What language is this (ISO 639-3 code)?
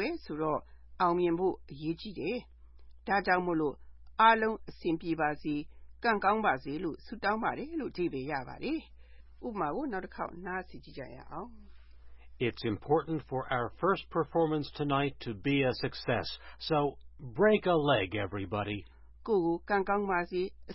mya